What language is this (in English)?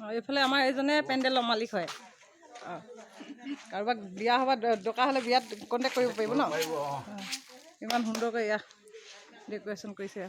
Assamese